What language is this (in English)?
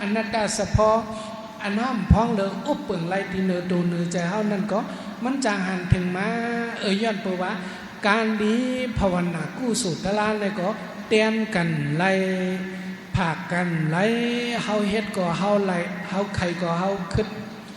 Shan